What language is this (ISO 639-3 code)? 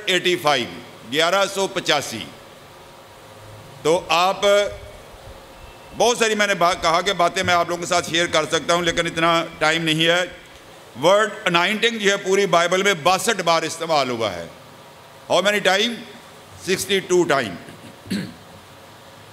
urd